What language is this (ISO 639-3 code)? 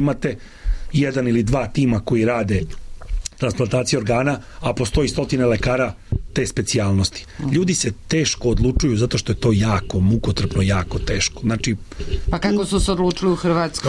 srp